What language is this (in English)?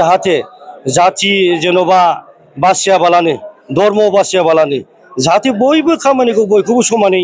Bodo